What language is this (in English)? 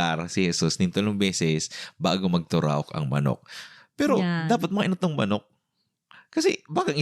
Bikol